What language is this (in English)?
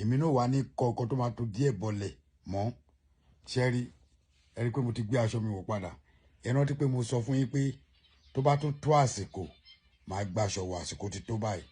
Yoruba